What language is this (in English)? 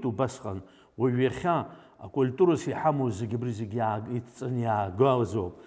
Abkhazian